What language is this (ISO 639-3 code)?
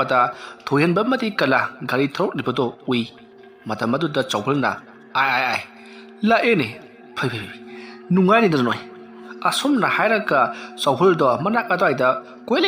mni